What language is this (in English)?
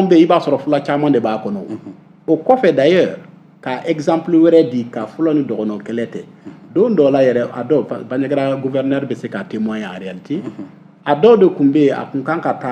Bambara